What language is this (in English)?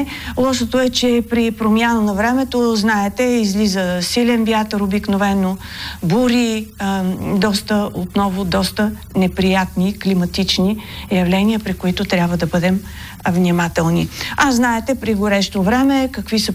Bulgarian